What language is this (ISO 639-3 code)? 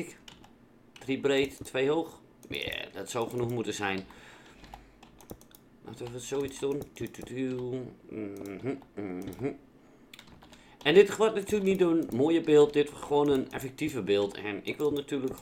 nld